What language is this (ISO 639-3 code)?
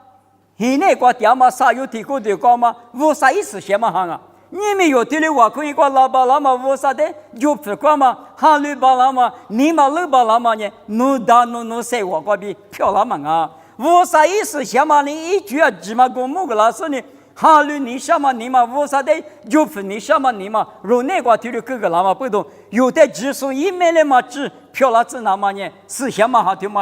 lis